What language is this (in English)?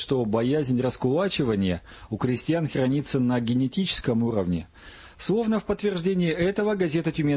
Russian